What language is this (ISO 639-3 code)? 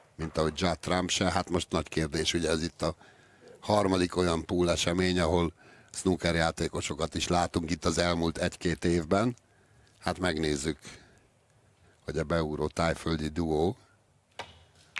hun